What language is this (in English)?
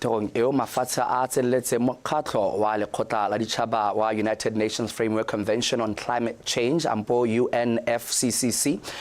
Tswana